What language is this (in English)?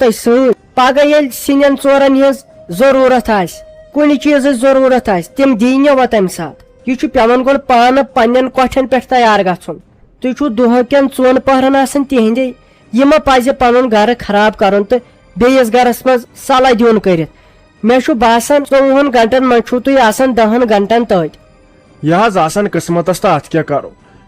Kashmiri